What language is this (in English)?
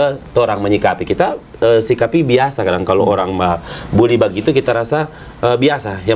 Manado Malay